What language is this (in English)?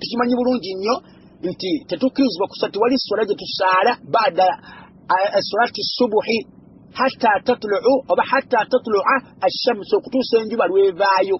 Ganda